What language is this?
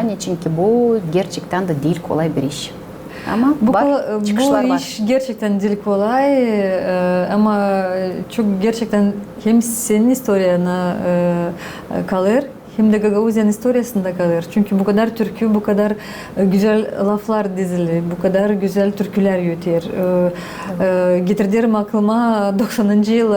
Gagauz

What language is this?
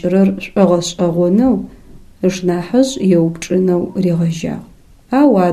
Adyghe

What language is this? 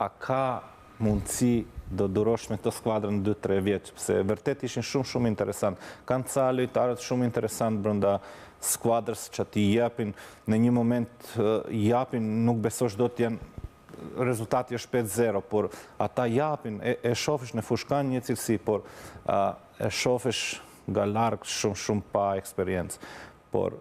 Albanian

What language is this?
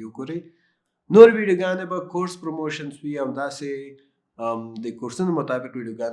Pashto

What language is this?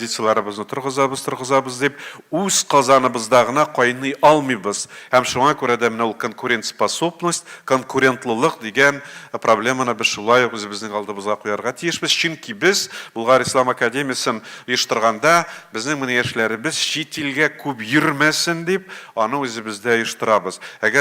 Tatar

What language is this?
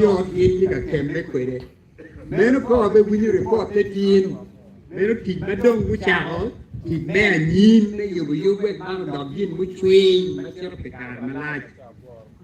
Acoli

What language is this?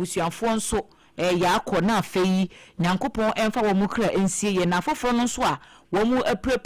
Akan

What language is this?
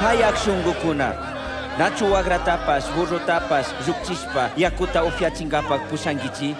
Chimborazo Highland Quichua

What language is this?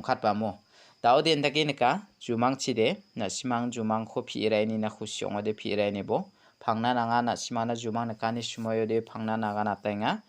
Garo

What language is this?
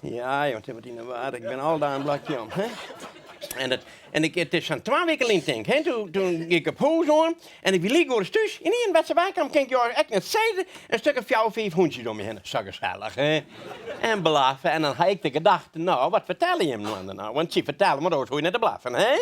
Western Frisian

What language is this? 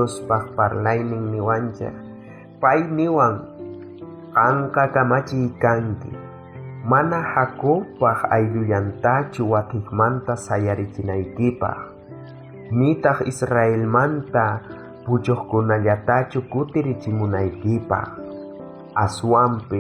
South Bolivian Quechua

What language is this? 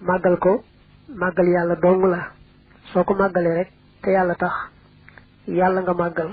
Wolof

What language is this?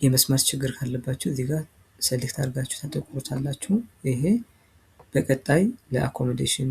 Amharic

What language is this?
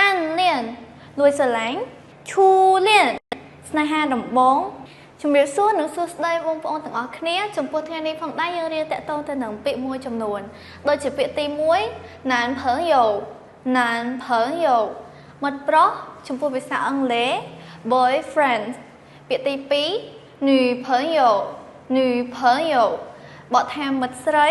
Khmer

